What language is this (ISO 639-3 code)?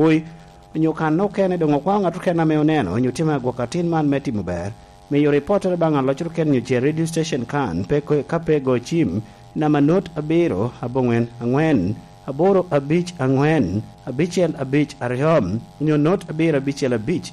laj